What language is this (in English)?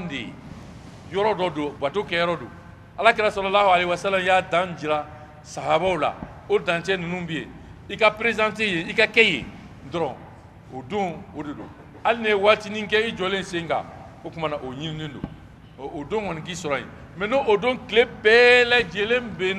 Bambara